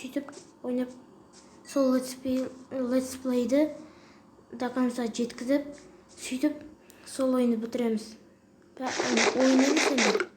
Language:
Kazakh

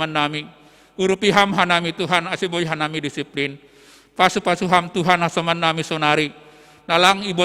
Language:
Batak Simalungun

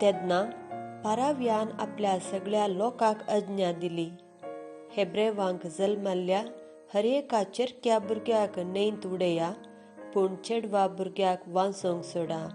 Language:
Konkani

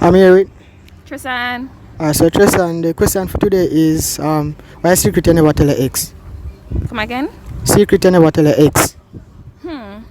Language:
Jamaican Creole English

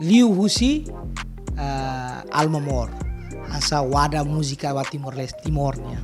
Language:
Tetum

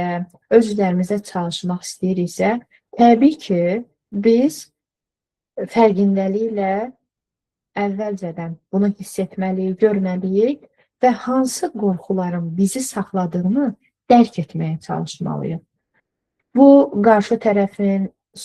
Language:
Azerbaijani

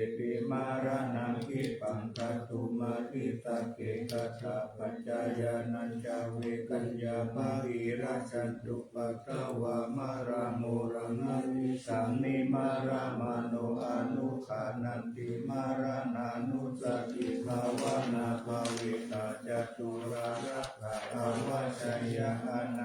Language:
Pali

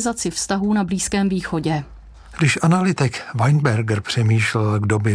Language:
Czech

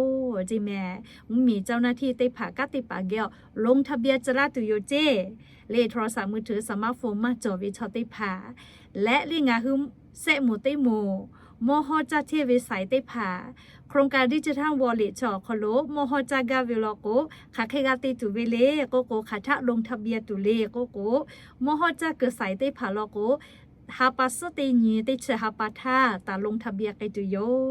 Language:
Lahu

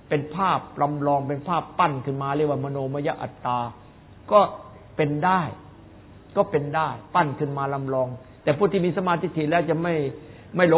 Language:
Thai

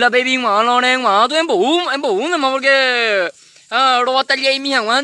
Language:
Guarani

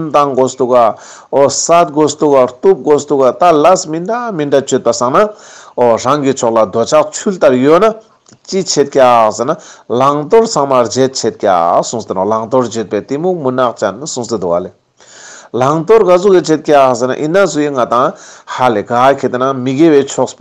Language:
Ladakhi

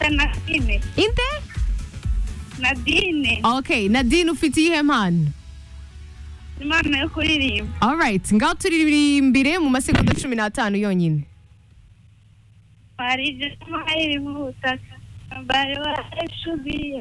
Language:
Kinyarwanda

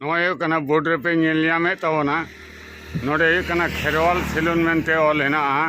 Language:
Santali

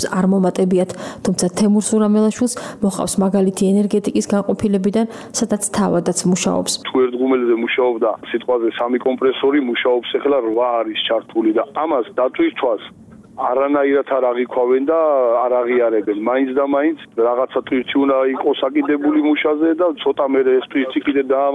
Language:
Georgian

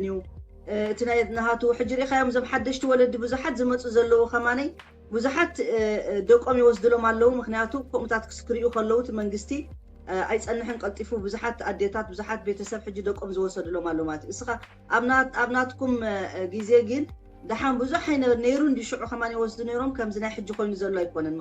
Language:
Tigrinya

